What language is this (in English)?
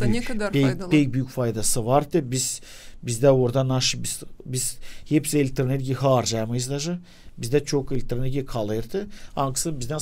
Gagauz